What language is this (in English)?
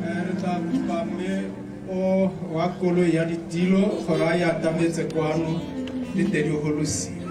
Tswana